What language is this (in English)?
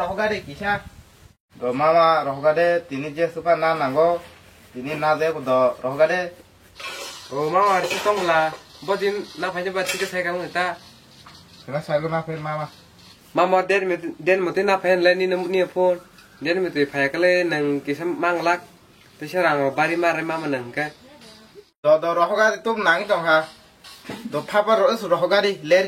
Kok Borok